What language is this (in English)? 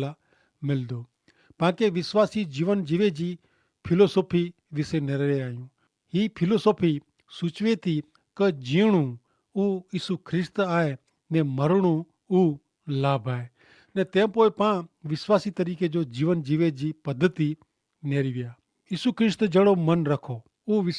Kachhi